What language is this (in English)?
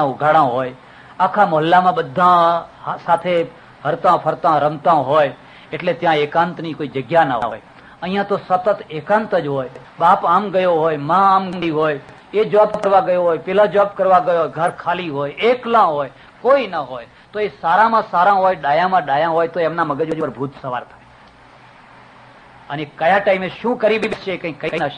Gujarati